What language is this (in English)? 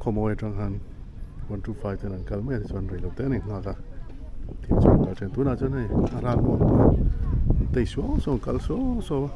Mizo